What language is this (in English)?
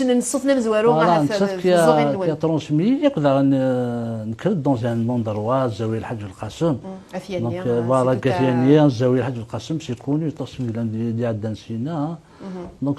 Kabyle